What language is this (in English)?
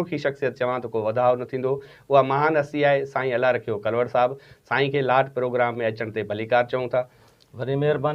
Sindhi